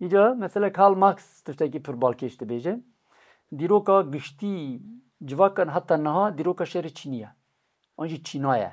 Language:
Kurdish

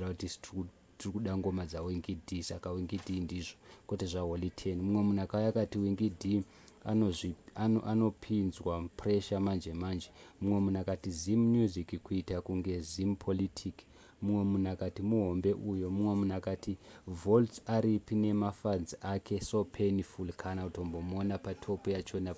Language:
Shona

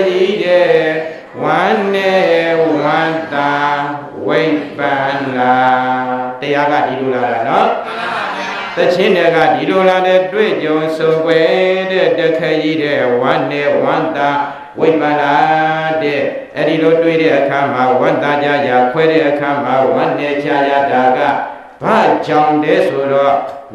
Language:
Burmese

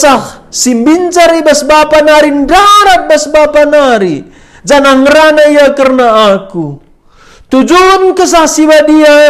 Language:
Batak Karo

